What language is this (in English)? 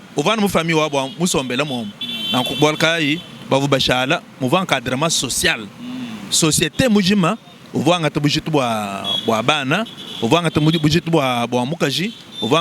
Luba-Lulua